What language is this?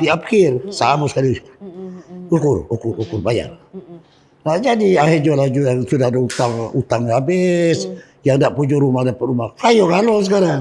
Musi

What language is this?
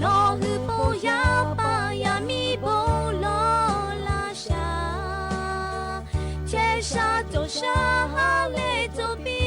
Lahu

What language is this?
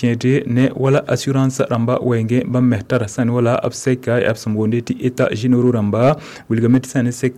Mossi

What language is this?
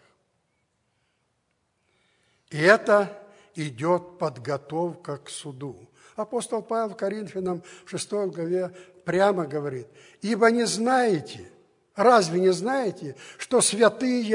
Russian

